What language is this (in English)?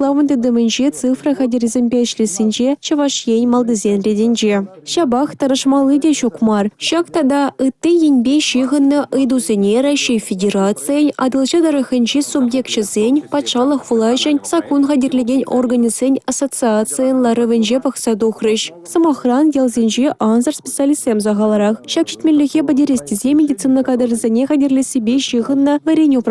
Chuvash